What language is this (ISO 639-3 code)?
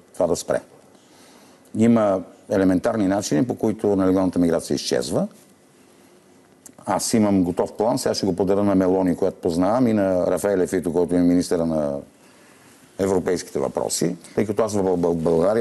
bul